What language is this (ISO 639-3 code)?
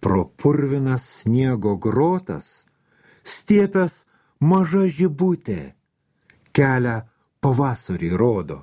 lit